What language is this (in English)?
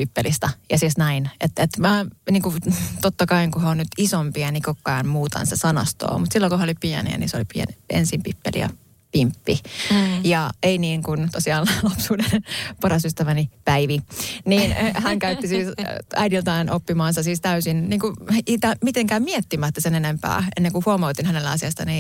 Finnish